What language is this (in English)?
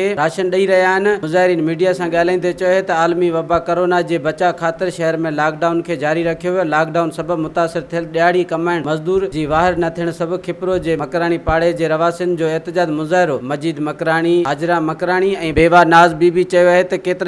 Sindhi